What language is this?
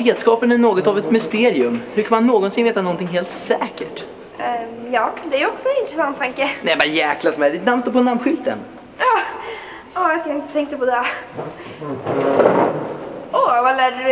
Swedish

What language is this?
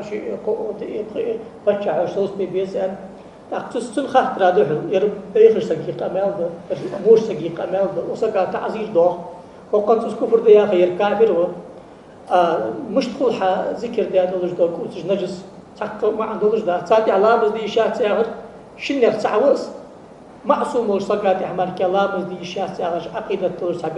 Ingush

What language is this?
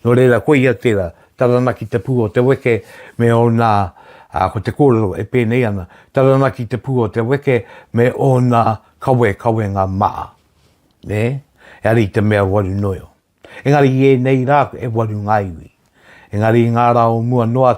Māori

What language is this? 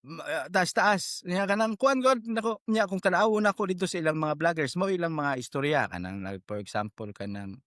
Cebuano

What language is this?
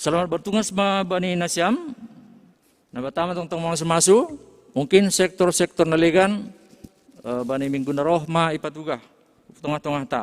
Batak Simalungun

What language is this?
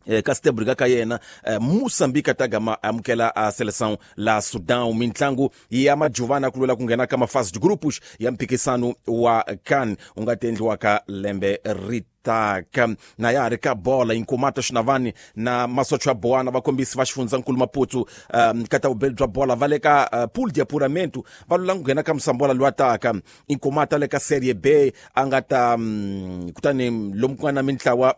Tsonga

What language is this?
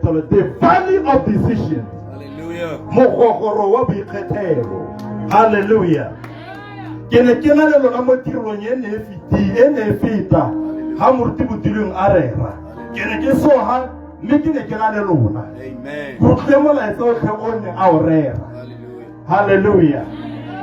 Tswana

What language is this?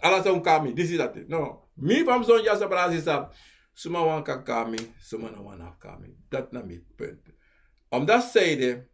Sranan Tongo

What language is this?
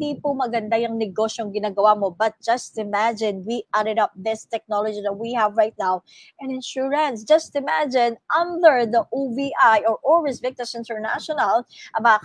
Filipino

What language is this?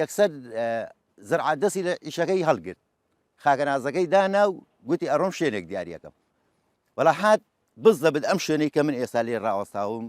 Central Kurdish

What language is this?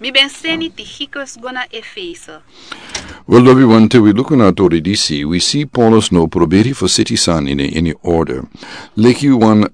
Sranan Tongo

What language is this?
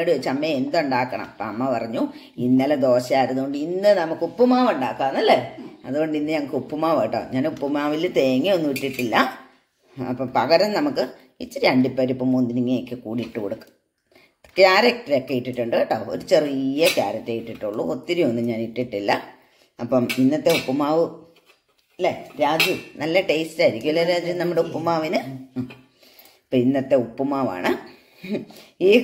Malayalam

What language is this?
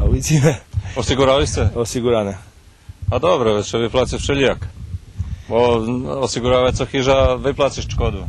Rusyn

